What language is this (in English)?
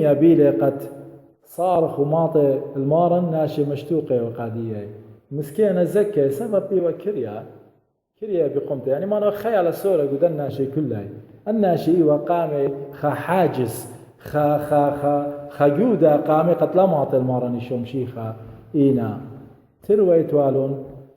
Assyrian Neo-Aramaic